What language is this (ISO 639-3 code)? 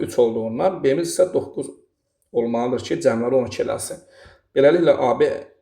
aze